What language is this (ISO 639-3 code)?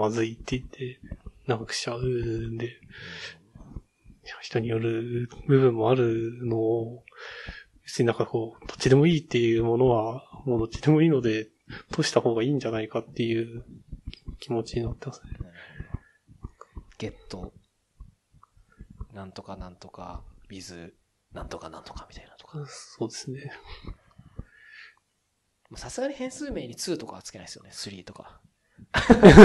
jpn